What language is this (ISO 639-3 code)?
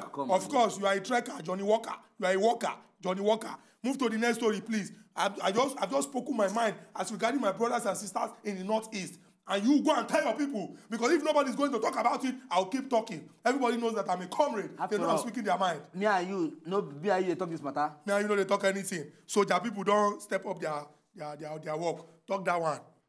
pcm